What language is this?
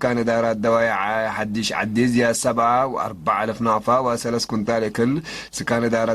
Tigre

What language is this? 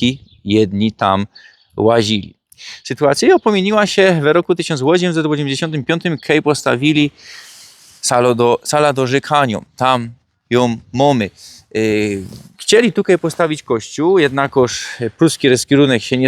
Silesian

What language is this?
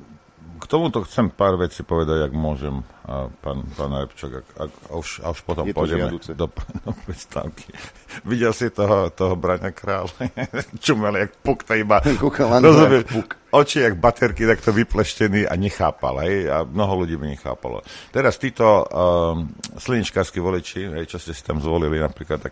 Slovak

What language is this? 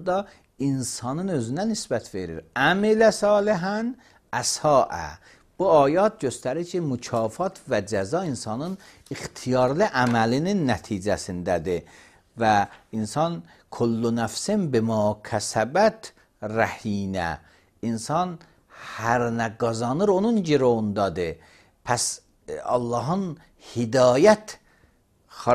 Azerbaijani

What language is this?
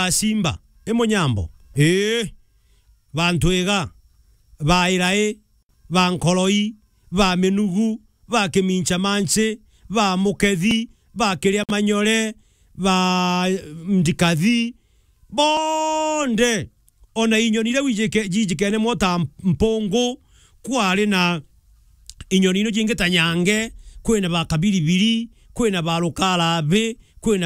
Meru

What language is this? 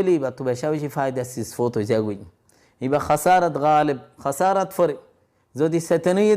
Rohingya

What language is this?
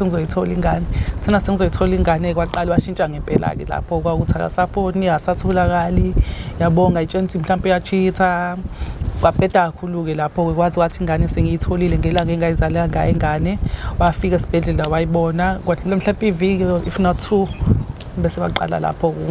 Zulu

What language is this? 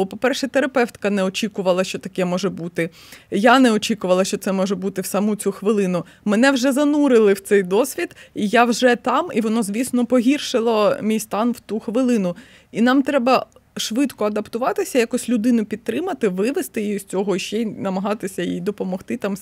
Ukrainian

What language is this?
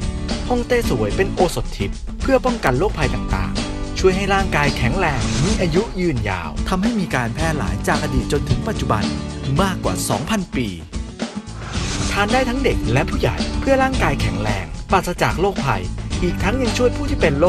Thai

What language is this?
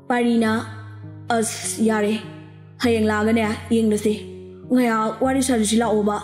Manipuri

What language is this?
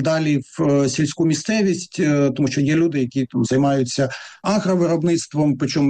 Ukrainian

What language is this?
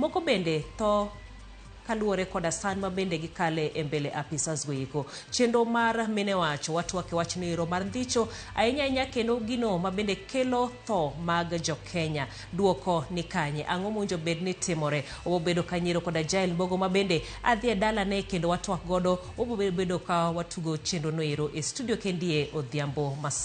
Luo (Kenya and Tanzania)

